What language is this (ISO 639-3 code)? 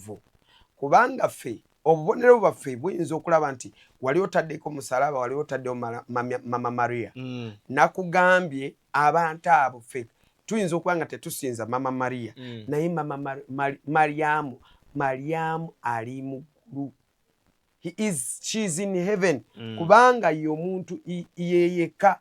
lug